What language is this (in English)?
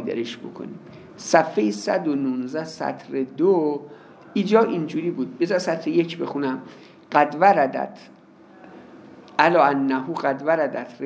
Persian